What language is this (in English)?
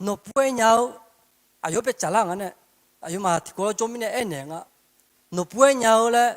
Akha